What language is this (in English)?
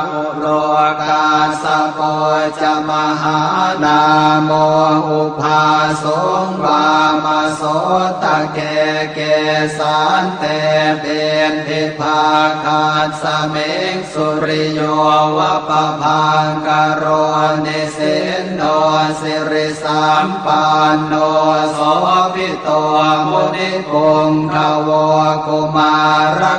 Pali